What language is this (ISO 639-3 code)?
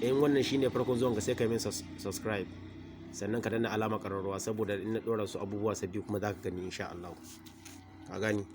hau